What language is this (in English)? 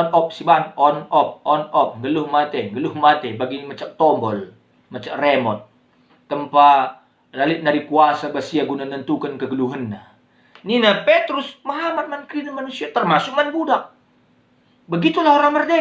Batak Karo